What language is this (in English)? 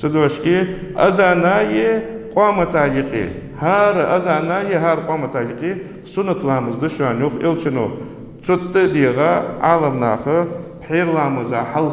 Ingush